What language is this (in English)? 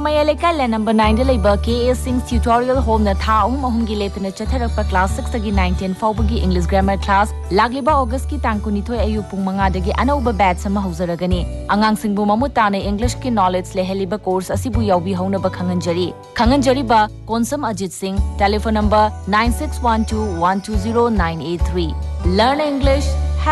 Manipuri